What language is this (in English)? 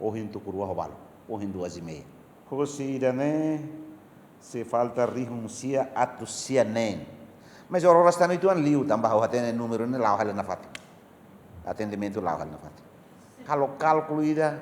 Tetum